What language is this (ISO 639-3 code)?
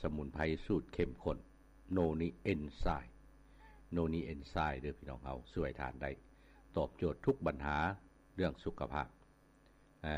lao